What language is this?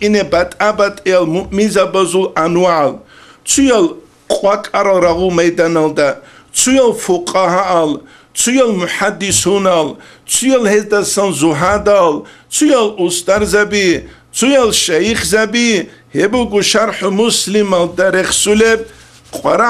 Avaric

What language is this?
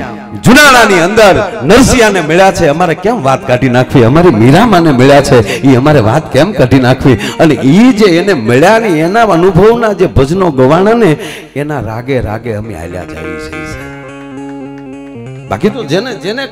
Gujarati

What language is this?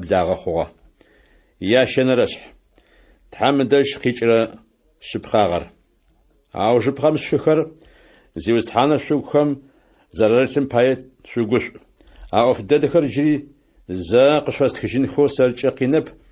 Adyghe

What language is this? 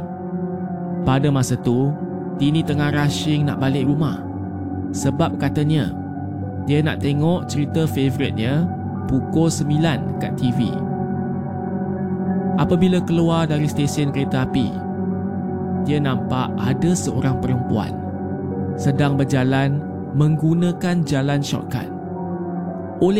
Malay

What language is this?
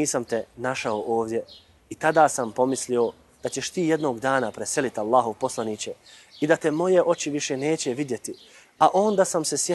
Bosnian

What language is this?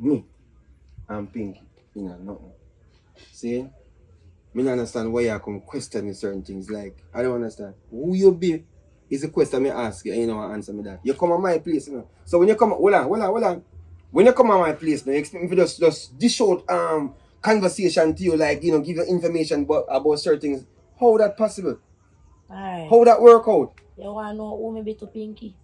Jamaican Creole English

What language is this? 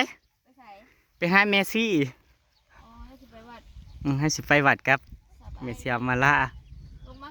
Northeastern Thai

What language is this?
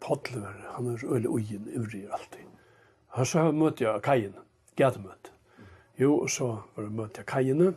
Faroese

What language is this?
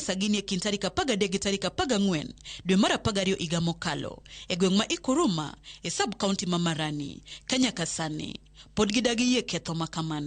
Luo (Kenya and Tanzania)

